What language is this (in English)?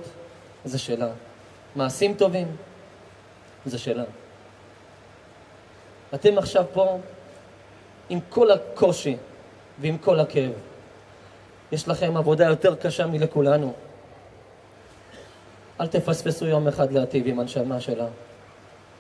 Hebrew